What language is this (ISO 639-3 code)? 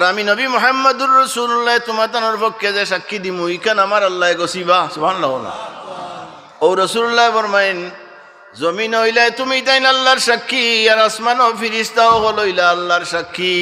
syl